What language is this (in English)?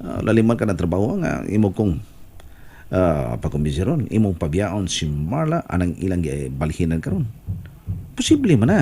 Cebuano